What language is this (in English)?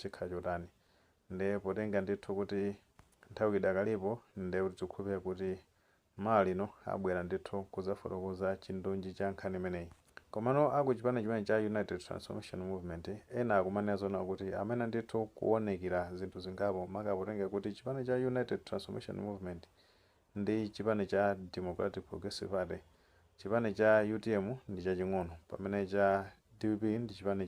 Nyanja